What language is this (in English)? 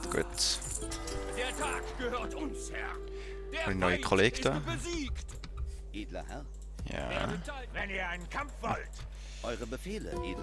Swiss German